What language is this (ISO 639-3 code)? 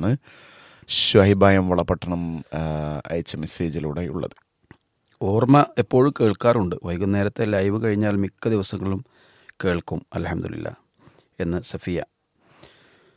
mal